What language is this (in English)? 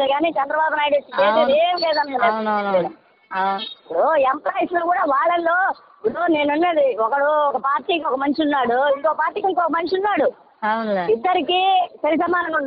Telugu